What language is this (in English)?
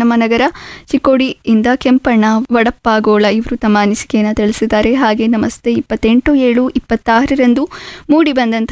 Kannada